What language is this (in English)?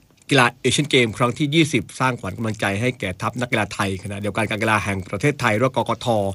Thai